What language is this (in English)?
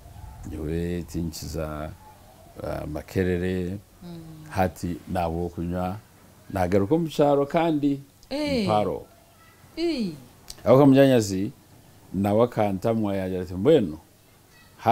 Nyankole